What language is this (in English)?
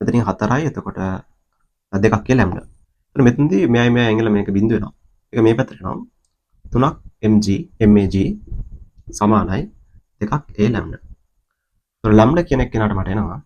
Sinhala